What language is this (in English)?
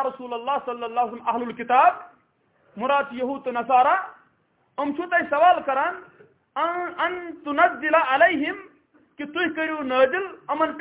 Kashmiri